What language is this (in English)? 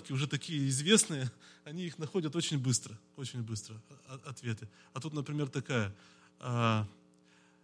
Russian